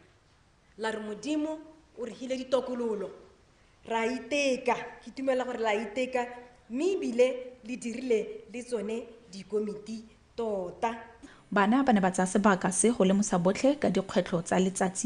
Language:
Tswana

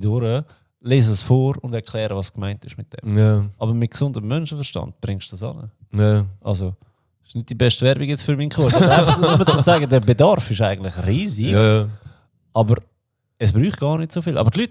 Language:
Swiss German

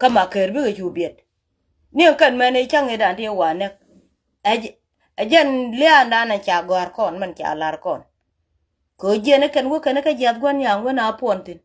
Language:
Nuer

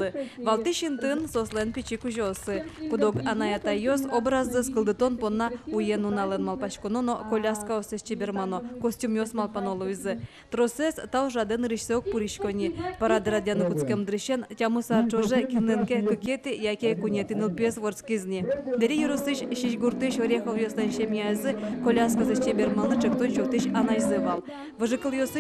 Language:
Udmurt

